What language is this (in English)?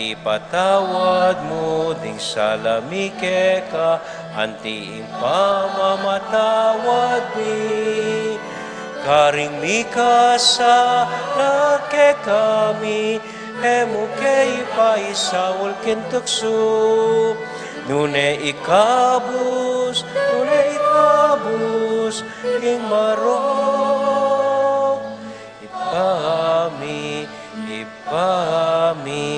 Pampanga